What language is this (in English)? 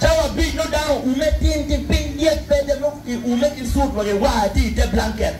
Acoli